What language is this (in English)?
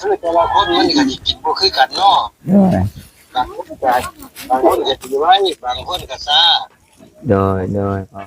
Northeastern Thai